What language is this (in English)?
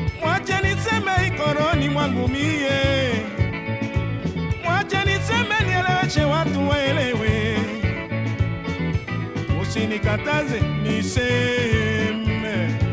Swahili